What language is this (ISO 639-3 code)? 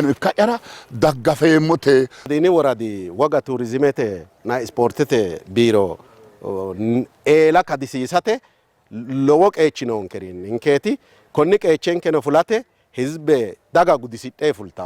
sid